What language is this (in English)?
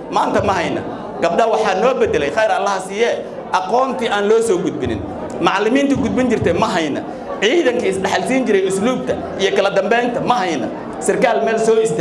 Somali